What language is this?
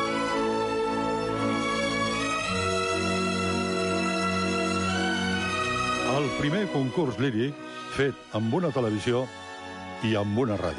Catalan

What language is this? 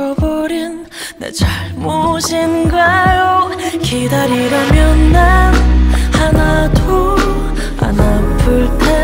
Korean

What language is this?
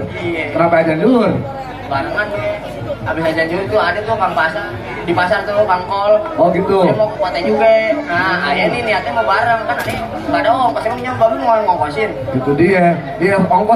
Betawi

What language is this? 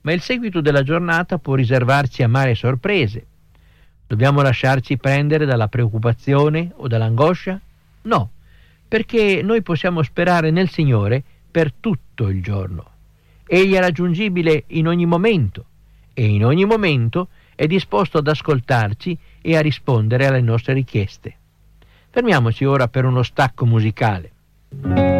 Italian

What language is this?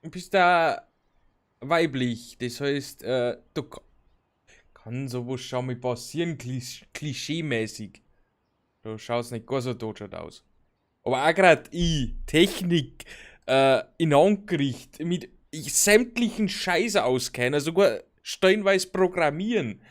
Bavarian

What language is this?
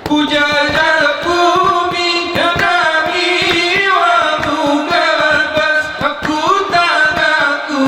Gayo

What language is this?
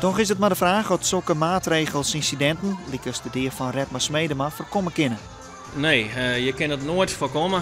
Western Frisian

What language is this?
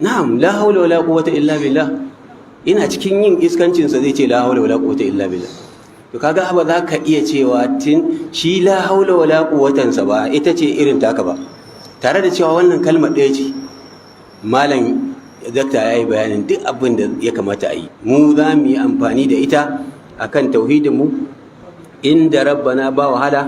Hausa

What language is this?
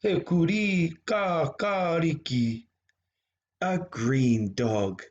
Māori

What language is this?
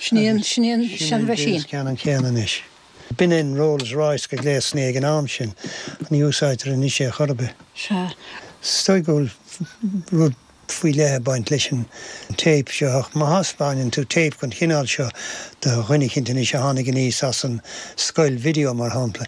Irish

